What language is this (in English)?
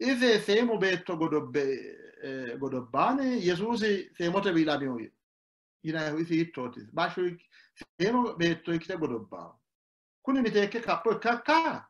Sidamo